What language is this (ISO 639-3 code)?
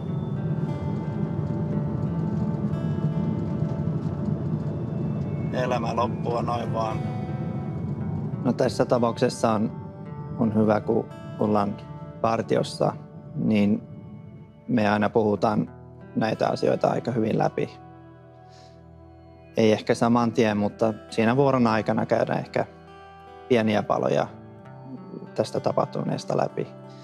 fin